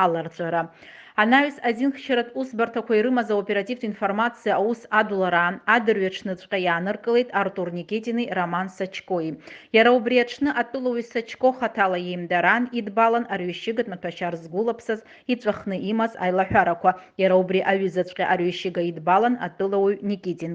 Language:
Abkhazian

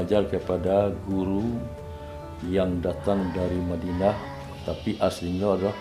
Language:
Minangkabau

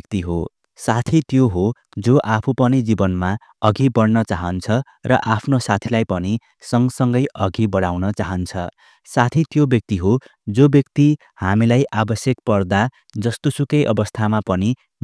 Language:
Nepali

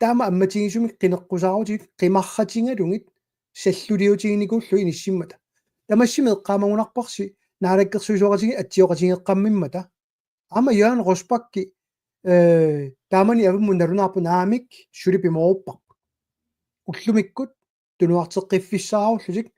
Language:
Kalaallisut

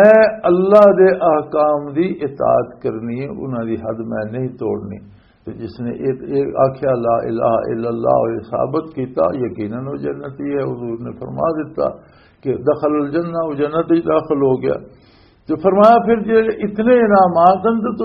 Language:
Western Panjabi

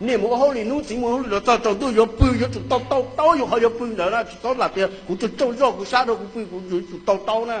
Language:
Hmong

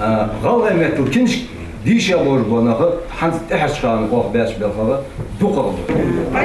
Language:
Ingush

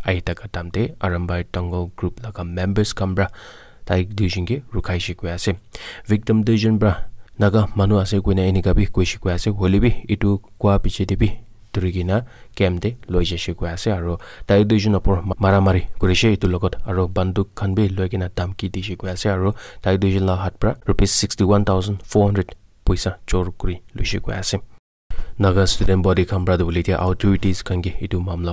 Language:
Naga Pidgin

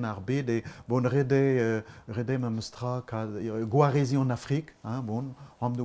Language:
Breton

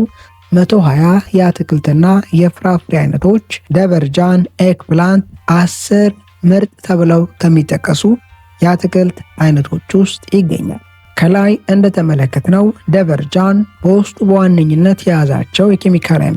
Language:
Amharic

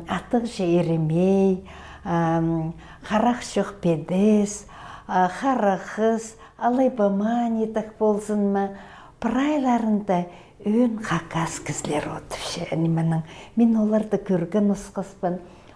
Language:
Khakas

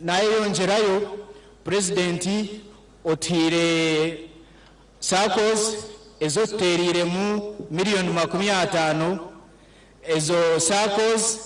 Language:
Nyankole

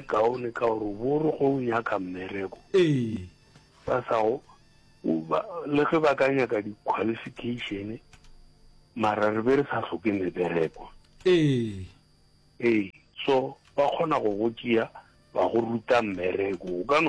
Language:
Northern Sotho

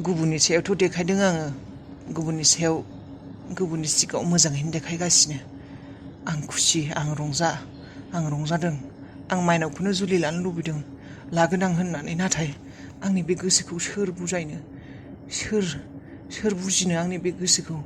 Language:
Bodo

